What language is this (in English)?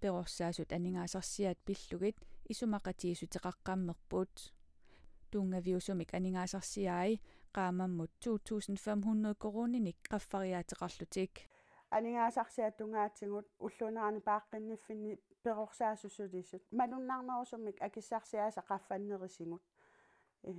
Kalaallisut